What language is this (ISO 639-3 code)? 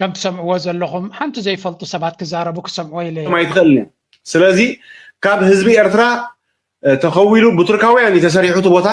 tir